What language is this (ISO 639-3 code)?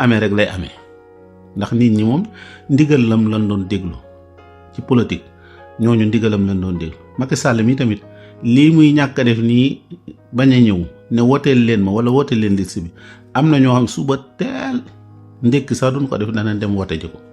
wol